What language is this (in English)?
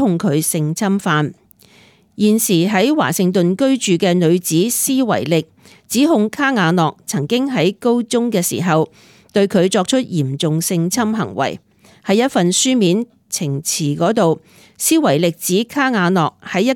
Cantonese